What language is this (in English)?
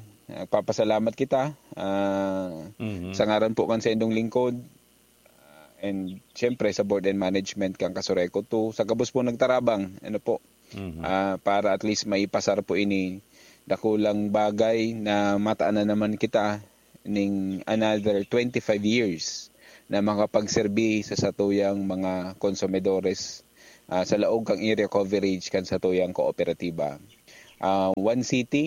Bikol